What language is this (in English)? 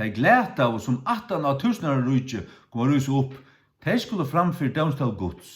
Faroese